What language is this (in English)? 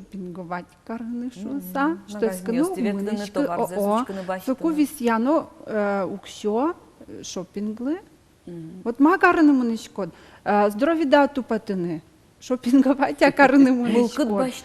Udmurt